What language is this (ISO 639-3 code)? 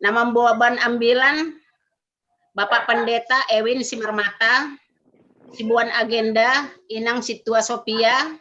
bts